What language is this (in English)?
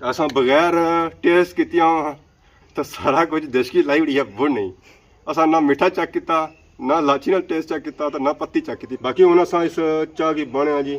Pahari-Potwari